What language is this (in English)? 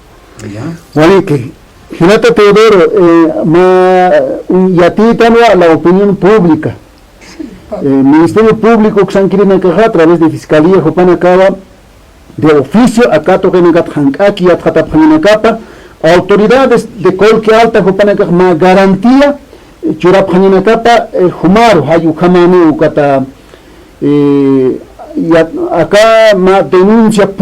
Aymara